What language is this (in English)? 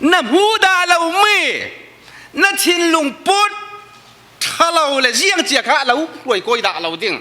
Falam Chin